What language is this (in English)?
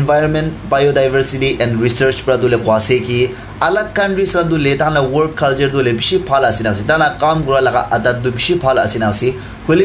Naga Pidgin